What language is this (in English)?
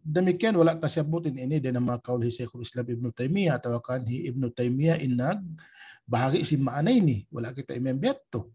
Tausug